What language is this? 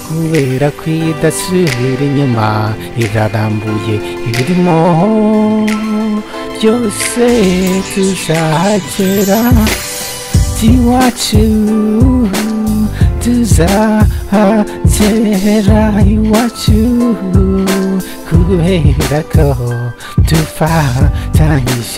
Kinyarwanda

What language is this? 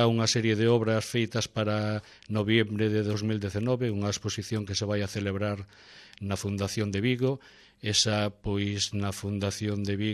Galician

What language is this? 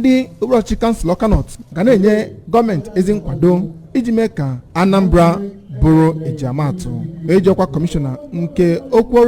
Igbo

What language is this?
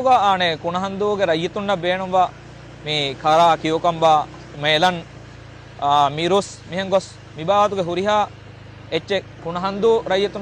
Divehi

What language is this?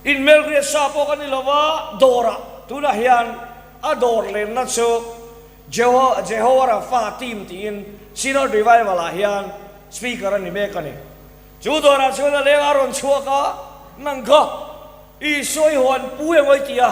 Mizo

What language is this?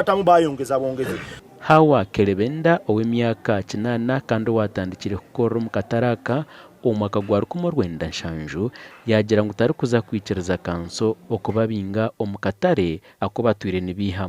Nyankole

